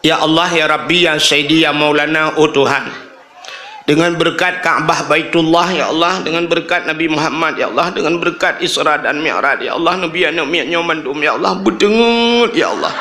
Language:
Achinese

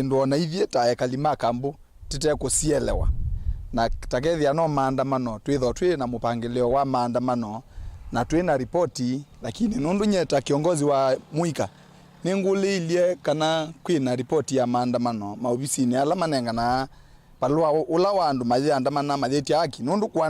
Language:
Kamba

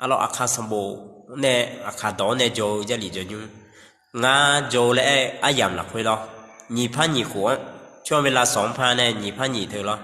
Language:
Akha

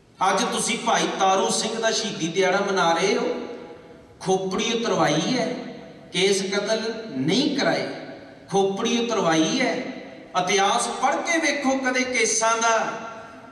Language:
Punjabi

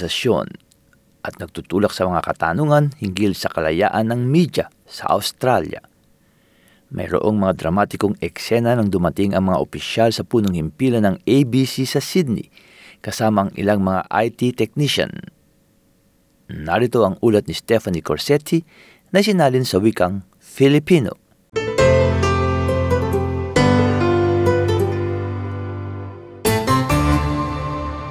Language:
Filipino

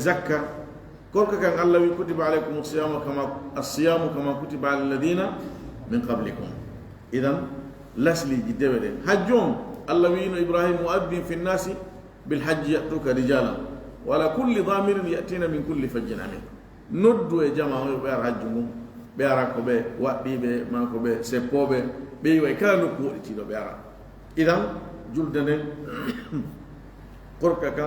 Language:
Fula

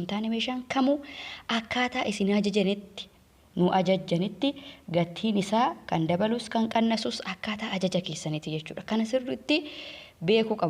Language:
Oromo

